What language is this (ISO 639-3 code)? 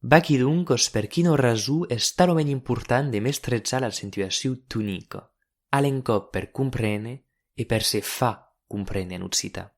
oci